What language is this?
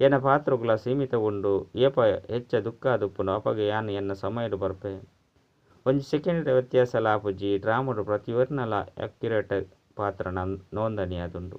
Tulu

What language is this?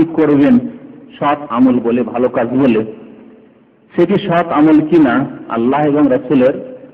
Bangla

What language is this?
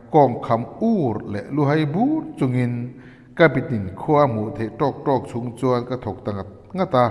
Mizo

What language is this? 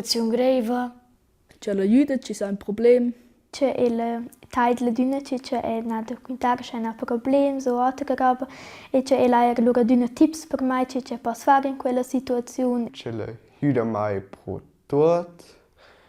Romansh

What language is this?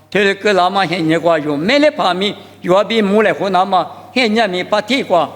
Lisu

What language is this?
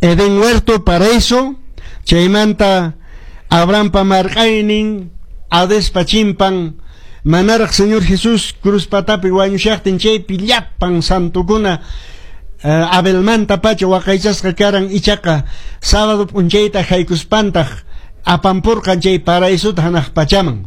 Quechua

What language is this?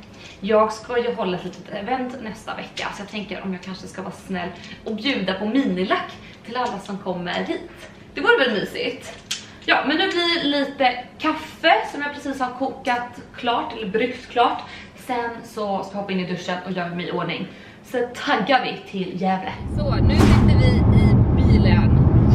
Swedish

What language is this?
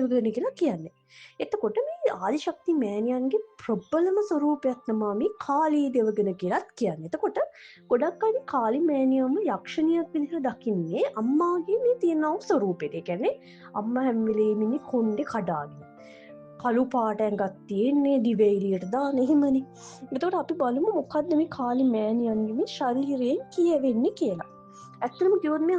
Sinhala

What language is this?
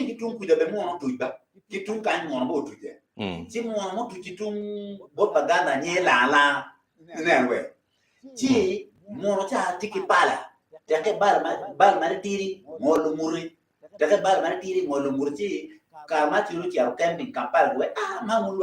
Acoli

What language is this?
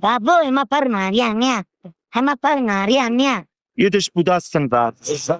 Neapolitan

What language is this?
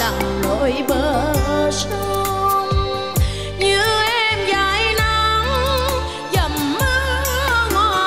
Vietnamese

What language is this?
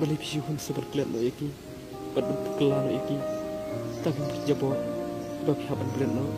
Khasi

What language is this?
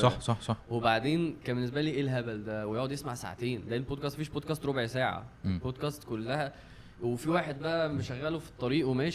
Egyptian Arabic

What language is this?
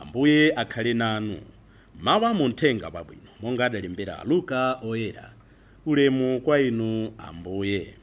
Nyanja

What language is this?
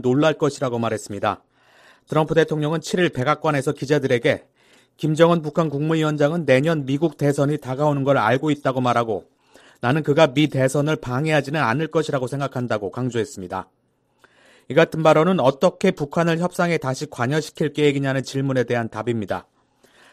Korean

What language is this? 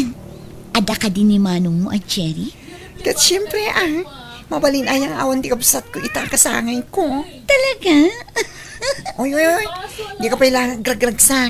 Iloko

